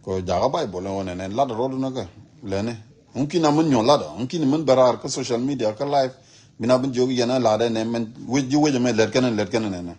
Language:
Nuer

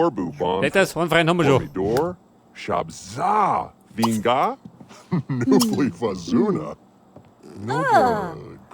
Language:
Bavarian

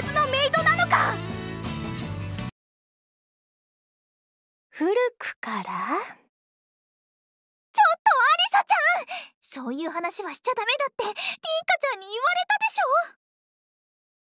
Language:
Japanese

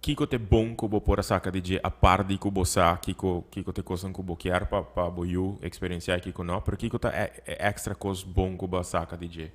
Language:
Papiamento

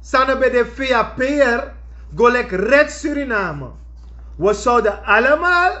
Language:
Sranan Tongo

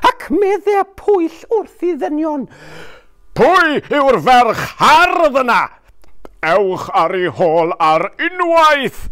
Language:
Welsh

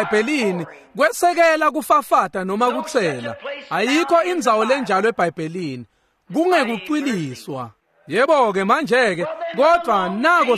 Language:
Swati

